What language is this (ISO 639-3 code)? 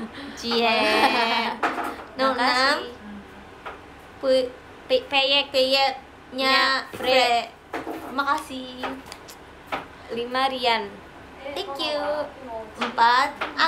ind